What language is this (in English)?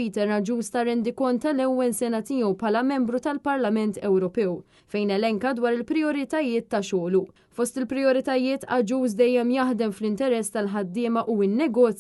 Maltese